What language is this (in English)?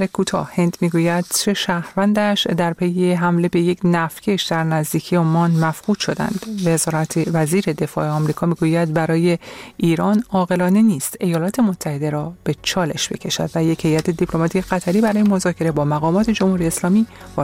Persian